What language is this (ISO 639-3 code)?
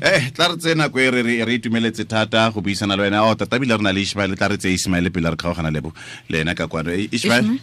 tsn